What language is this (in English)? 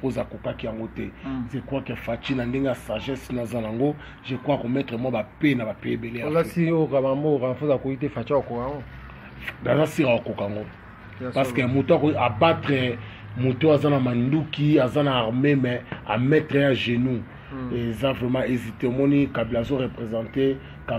Lingala